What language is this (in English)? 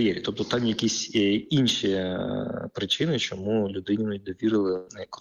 Ukrainian